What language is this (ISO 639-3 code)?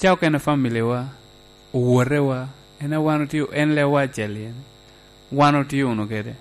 laj